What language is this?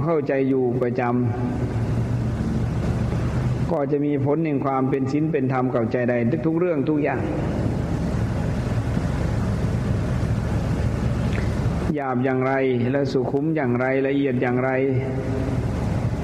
Thai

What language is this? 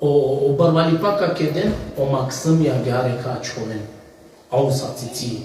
Balkan Romani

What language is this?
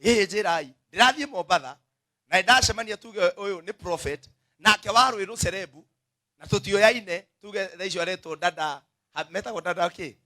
Kikuyu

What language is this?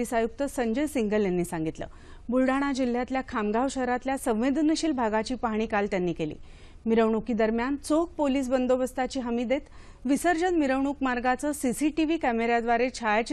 Marathi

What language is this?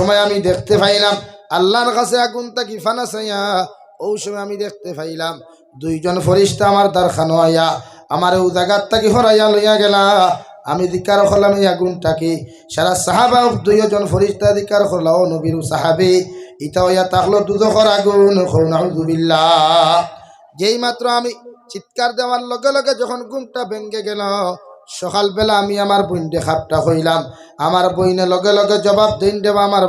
Sylheti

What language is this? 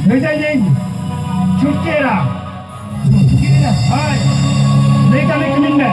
Santali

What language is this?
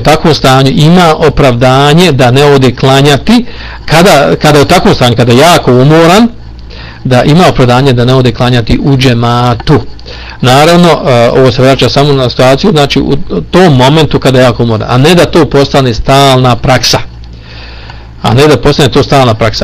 Bosnian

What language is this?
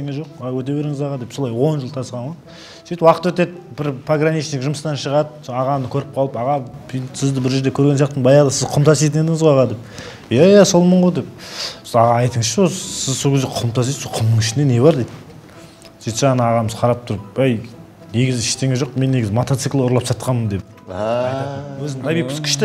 Kazakh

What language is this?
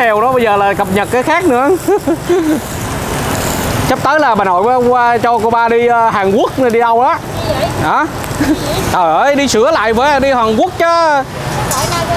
Vietnamese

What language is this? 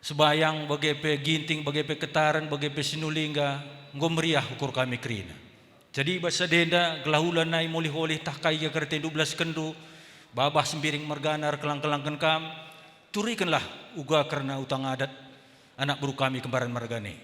Batak Karo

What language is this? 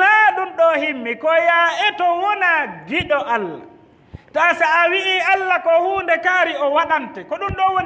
Fula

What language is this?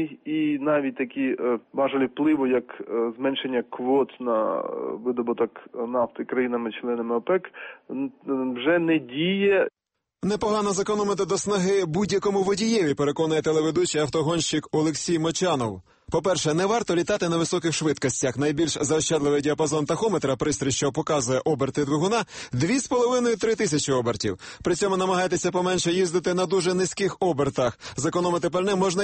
Ukrainian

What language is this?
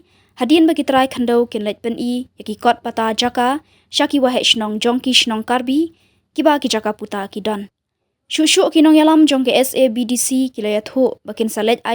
Khasi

